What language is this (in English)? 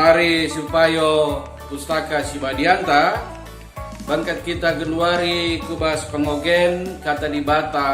Batak Karo